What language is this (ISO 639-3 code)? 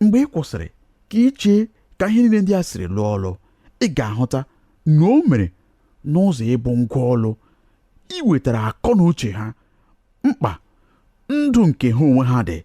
ibo